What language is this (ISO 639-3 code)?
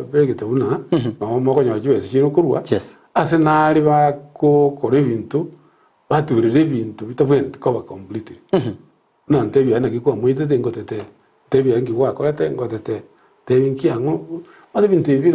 guz